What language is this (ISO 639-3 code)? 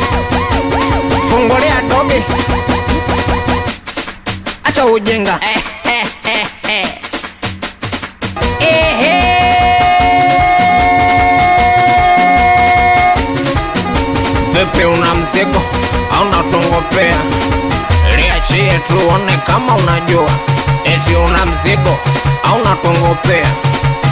swa